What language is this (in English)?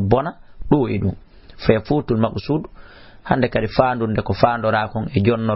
Fula